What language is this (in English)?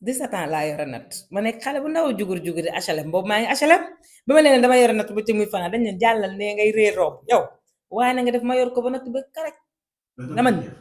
Wolof